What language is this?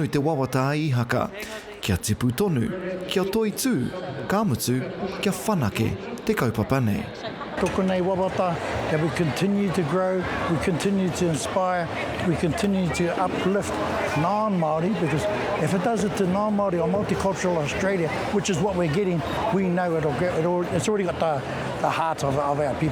Māori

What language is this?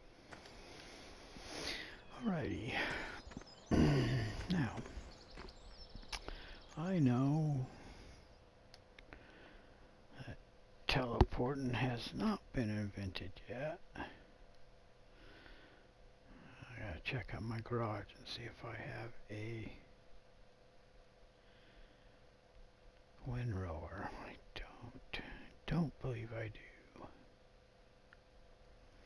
English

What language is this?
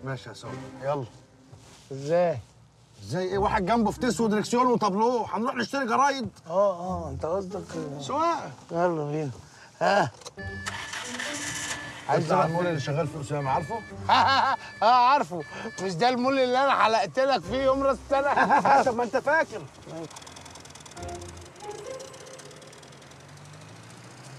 Egyptian Arabic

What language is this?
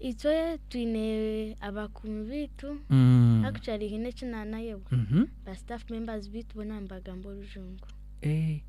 Nyankole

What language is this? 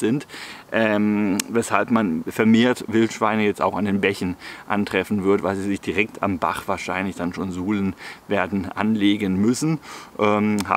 German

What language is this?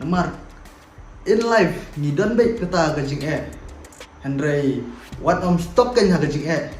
Khasi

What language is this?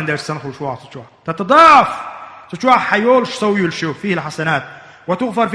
Chechen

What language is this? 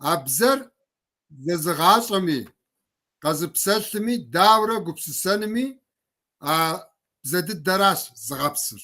Kabardian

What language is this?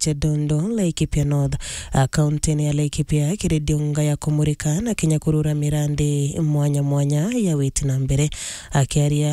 Meru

